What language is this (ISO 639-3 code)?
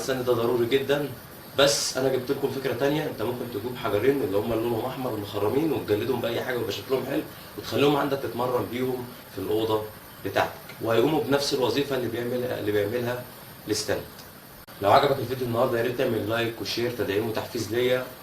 arz